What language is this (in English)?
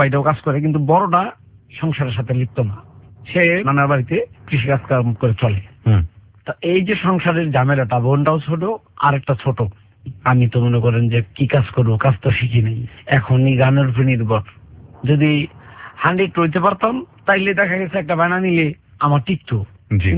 Bangla